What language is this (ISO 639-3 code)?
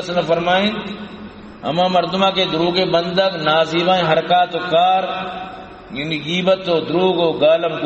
bal